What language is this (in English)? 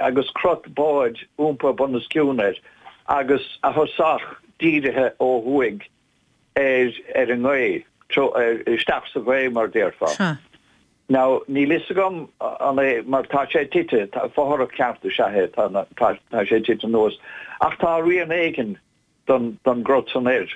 Irish